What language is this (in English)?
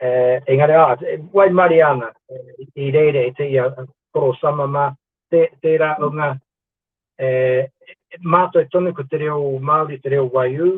Māori